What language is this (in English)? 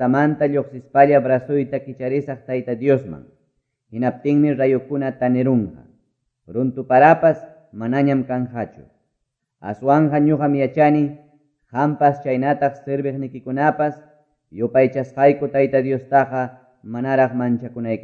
Quechua